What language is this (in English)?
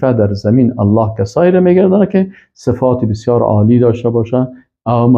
Persian